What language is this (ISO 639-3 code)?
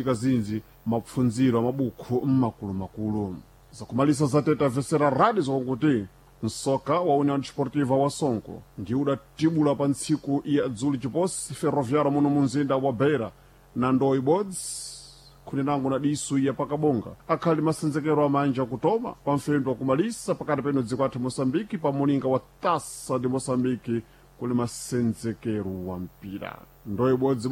seh